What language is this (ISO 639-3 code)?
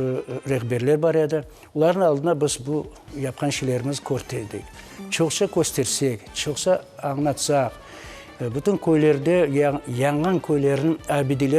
crh